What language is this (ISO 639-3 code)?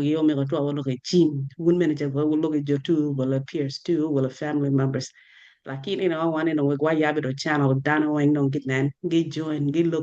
ach